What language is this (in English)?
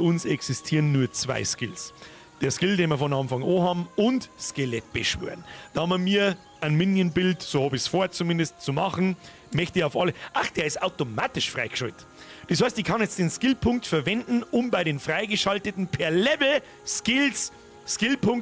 Bavarian